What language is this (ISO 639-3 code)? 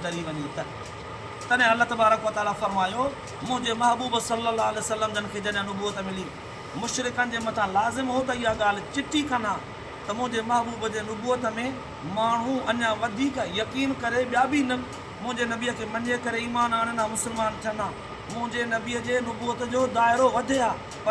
snd